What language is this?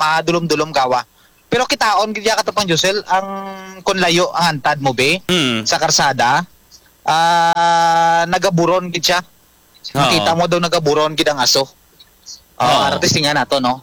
Hiligaynon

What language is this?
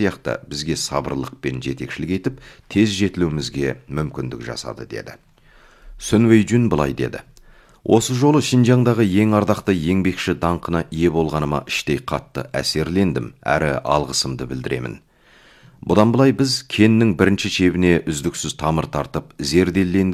Kazakh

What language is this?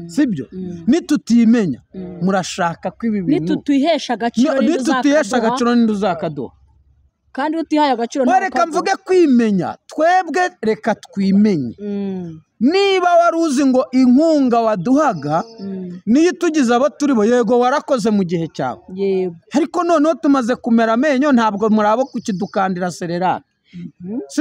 Kinyarwanda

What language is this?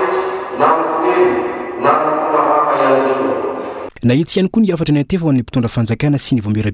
Malagasy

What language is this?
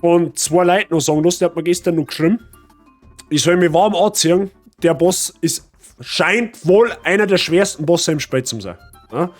Bavarian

